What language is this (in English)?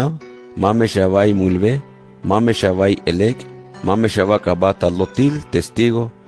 Tzeltal